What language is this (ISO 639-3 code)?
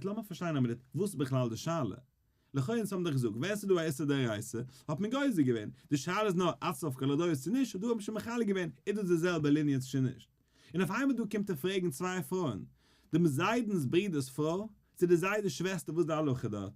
yid